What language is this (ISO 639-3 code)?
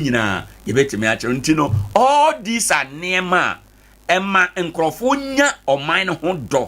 aka